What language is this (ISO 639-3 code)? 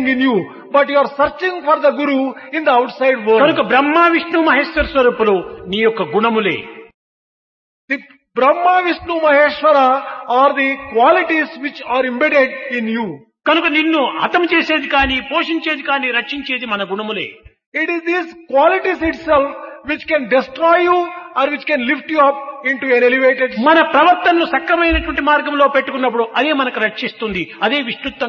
tel